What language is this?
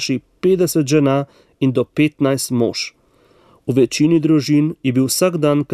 Slovenian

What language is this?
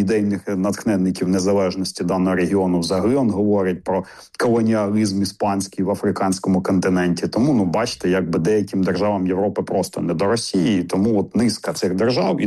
Ukrainian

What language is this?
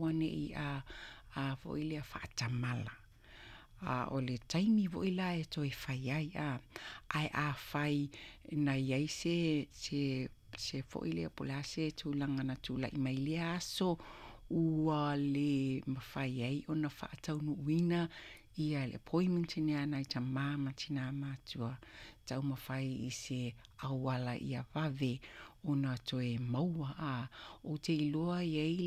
Samoan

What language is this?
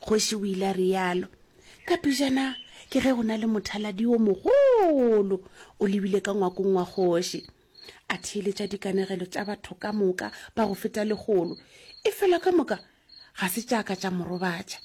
Northern Sotho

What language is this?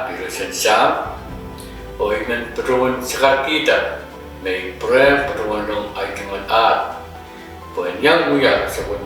Pohnpeian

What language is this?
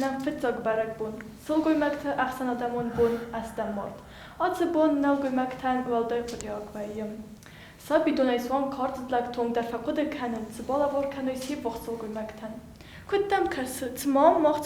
Ossetic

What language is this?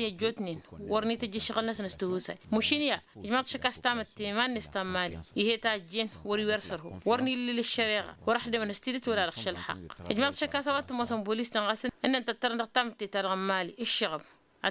Tamasheq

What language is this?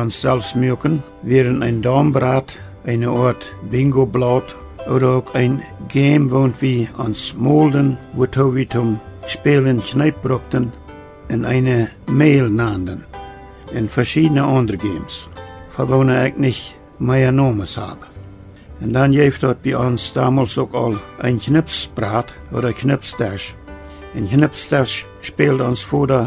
Plautdietsch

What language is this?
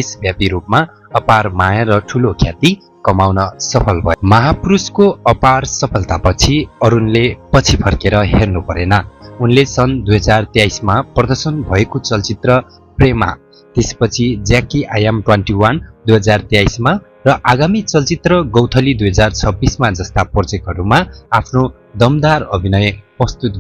Nepali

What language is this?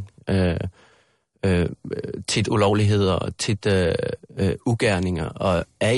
Danish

